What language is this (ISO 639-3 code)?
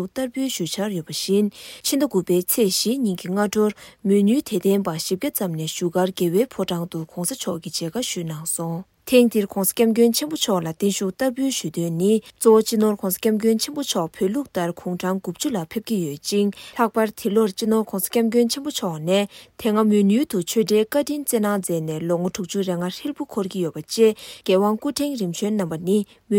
bod